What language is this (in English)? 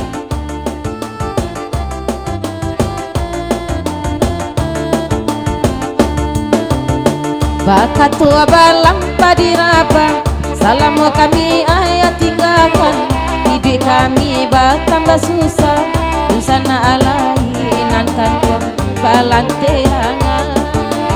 Malay